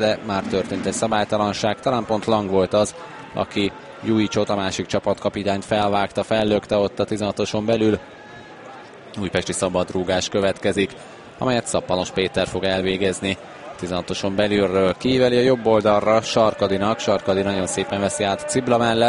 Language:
Hungarian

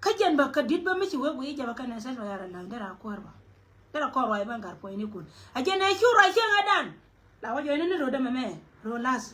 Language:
Nuer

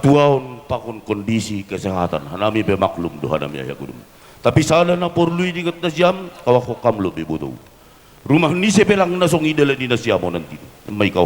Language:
Batak Simalungun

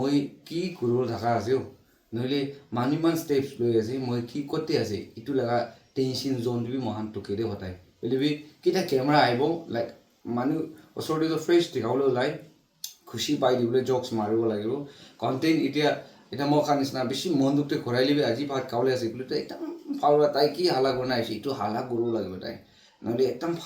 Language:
Naga Pidgin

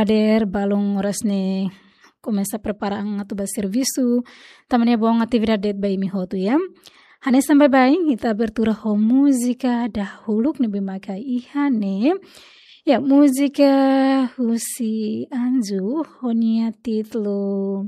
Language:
Tetum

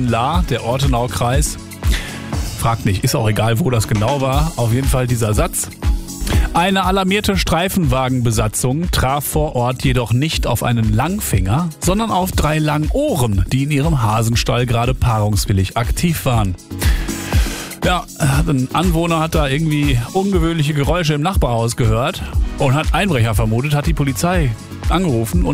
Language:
German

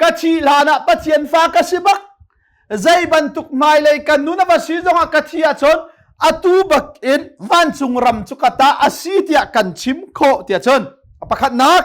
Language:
Hakha Chin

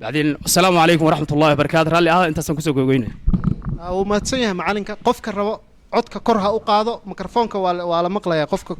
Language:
Somali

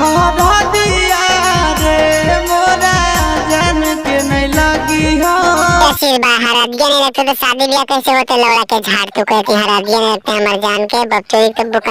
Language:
Magahi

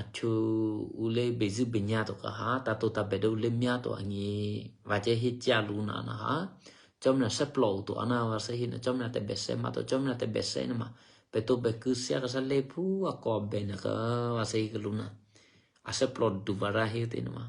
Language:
Eastern Kayah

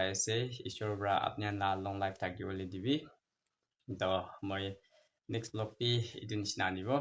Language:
Naga Pidgin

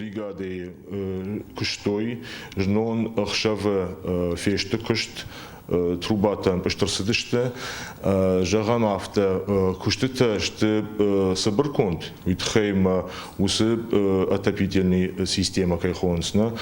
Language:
Ossetic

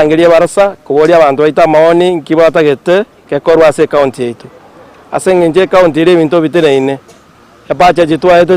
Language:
Gusii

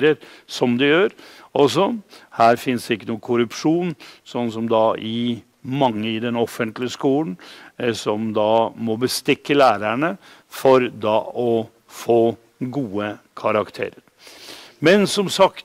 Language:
Norwegian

